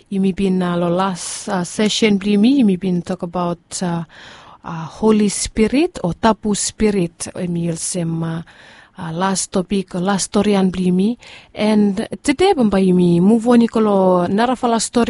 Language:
Bislama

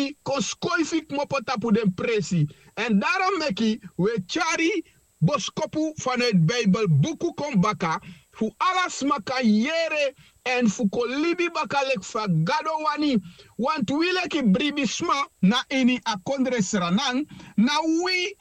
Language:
Sranan Tongo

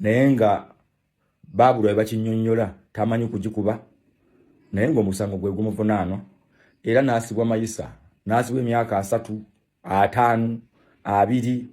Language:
Ganda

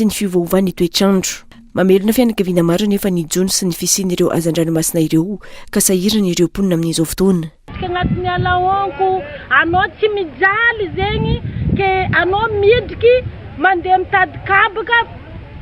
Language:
Malagasy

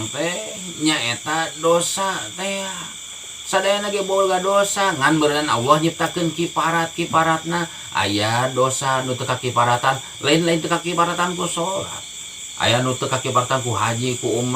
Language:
Sundanese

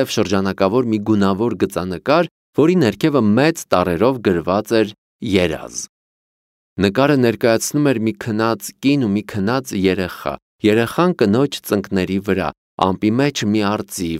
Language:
Armenian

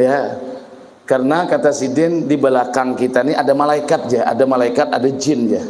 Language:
Banjar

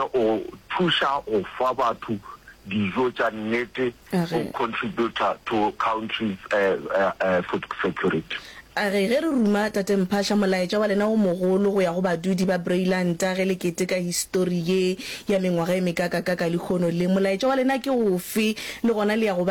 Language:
Northern Sotho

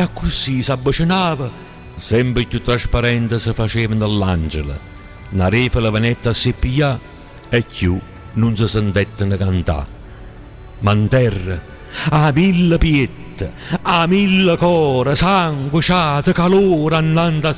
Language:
Neapolitan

